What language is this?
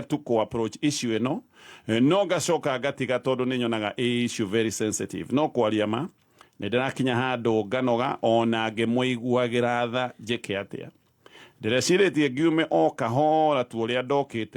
Kikuyu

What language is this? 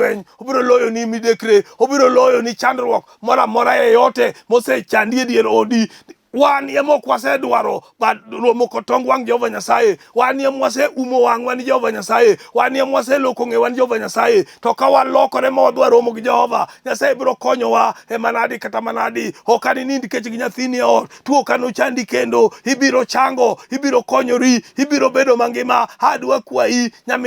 Luo (Kenya and Tanzania)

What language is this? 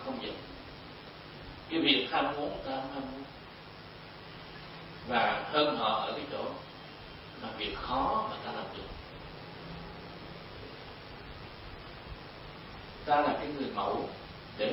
Vietnamese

